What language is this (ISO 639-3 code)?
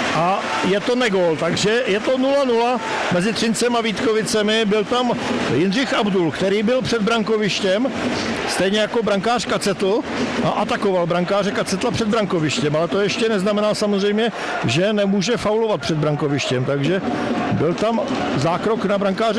ces